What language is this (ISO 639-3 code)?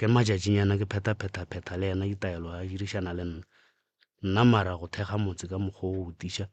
nso